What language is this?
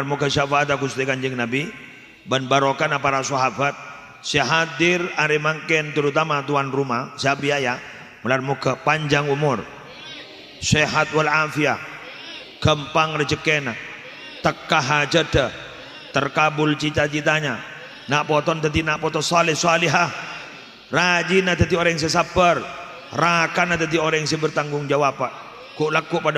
Madurese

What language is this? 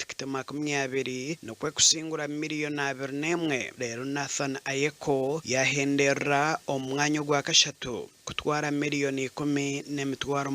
Nyankole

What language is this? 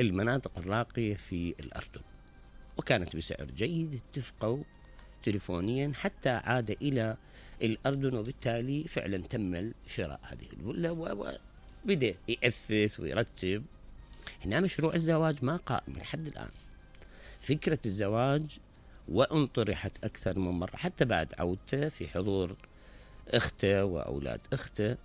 Mesopotamian Arabic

